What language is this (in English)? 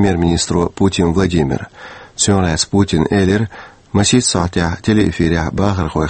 Chechen